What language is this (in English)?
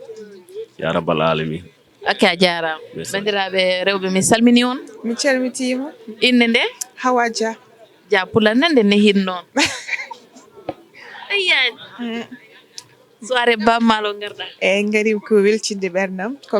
Fula